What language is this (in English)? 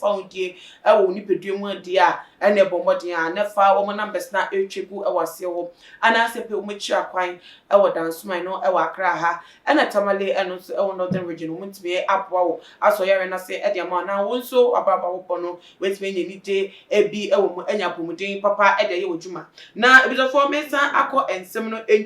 Akan